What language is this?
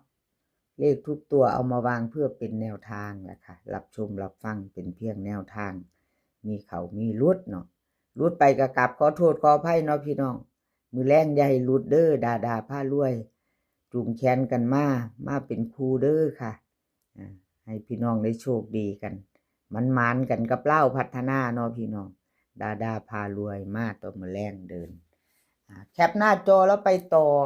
Northeastern Thai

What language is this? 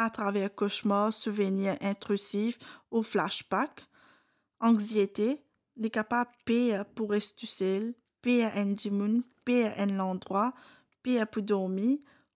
Morisyen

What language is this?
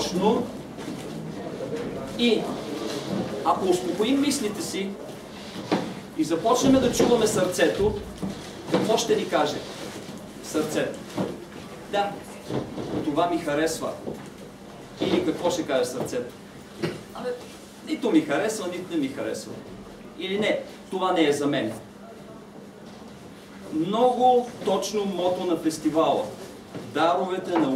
Bulgarian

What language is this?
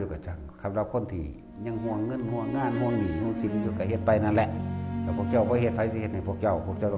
Northeastern Thai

